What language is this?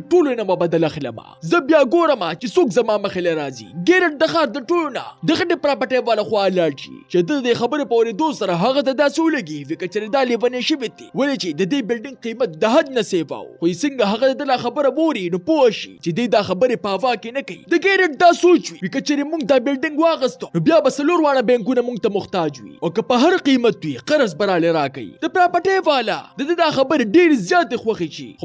Pashto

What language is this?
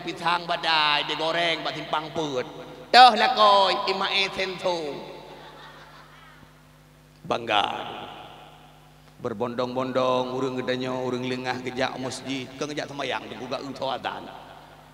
Achinese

